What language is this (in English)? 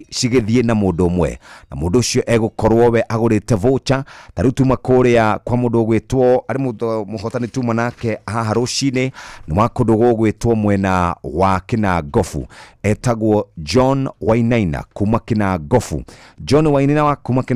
Kikuyu